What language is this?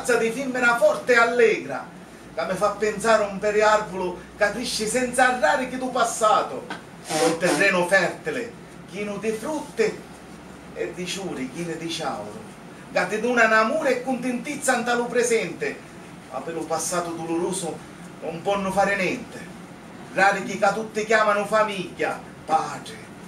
Sicilian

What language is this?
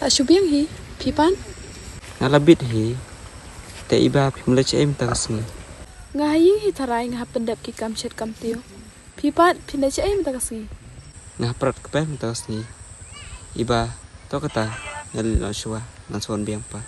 Khasi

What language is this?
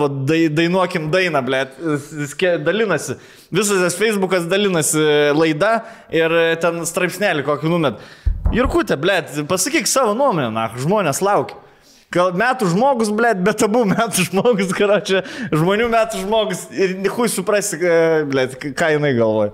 Lithuanian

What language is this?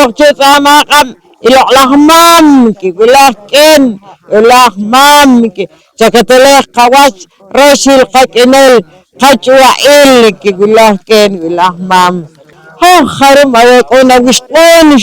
Poqomchi'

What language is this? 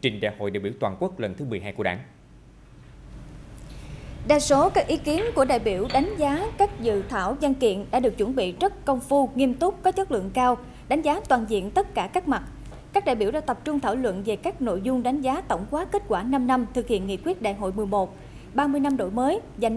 Vietnamese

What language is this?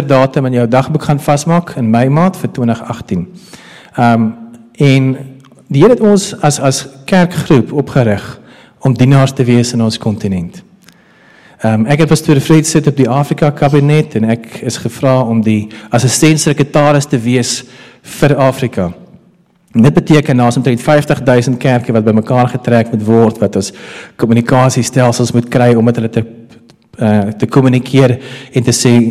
Afrikaans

